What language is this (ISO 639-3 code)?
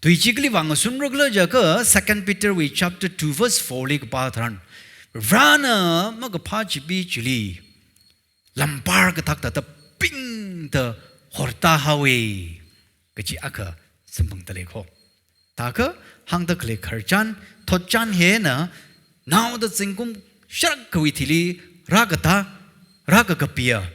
nmf